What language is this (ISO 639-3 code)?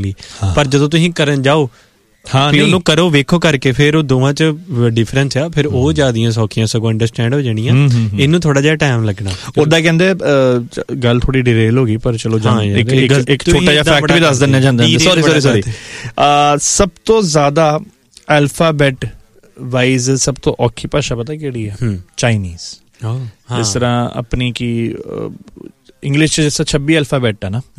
pan